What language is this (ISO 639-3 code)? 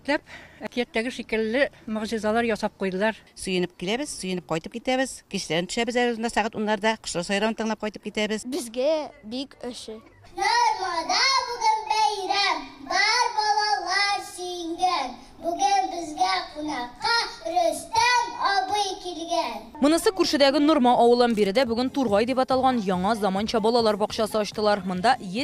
tat